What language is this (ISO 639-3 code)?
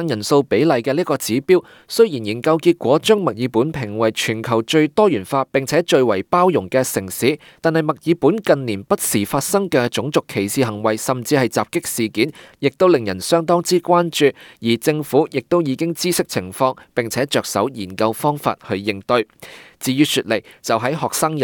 yue